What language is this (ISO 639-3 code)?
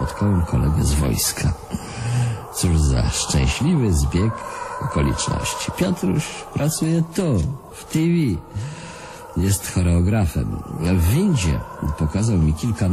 pol